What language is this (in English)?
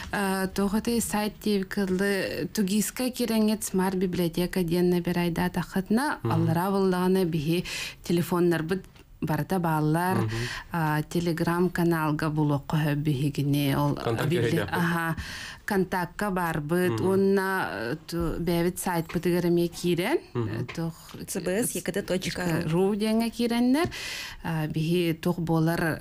Yakut